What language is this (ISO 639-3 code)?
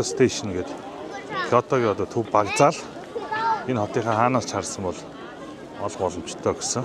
mon